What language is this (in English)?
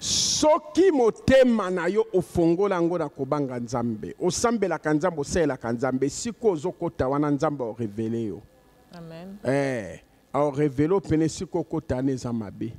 Lingala